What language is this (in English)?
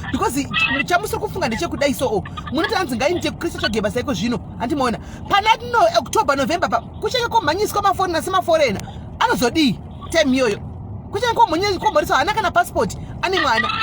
Shona